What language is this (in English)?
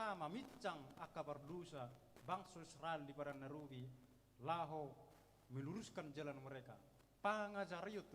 Batak Toba